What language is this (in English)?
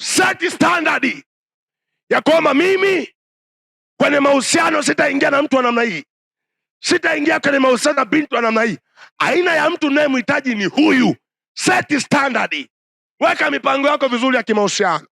Swahili